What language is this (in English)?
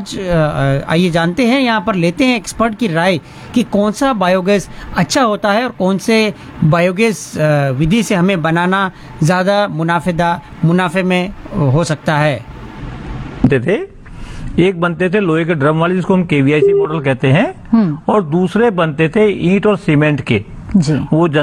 Hindi